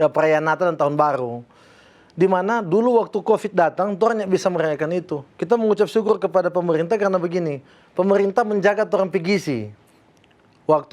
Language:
Manado Malay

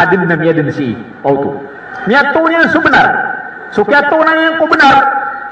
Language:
Maranao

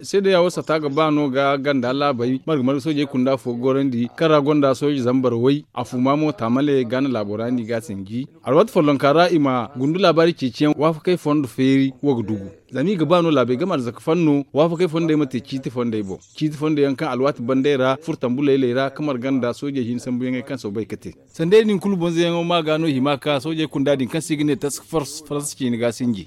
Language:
Zarma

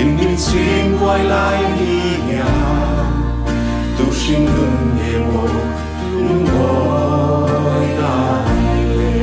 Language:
Mizo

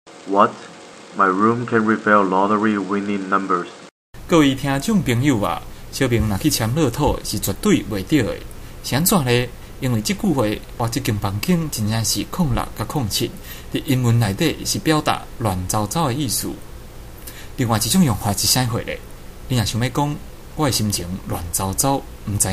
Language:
Min Nan Chinese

